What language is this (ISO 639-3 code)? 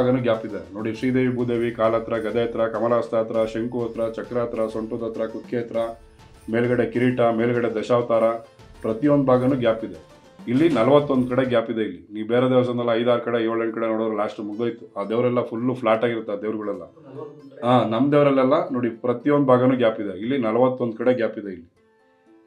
kan